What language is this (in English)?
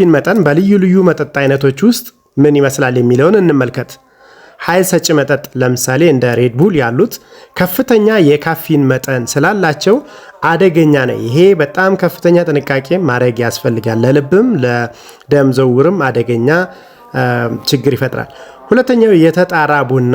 Amharic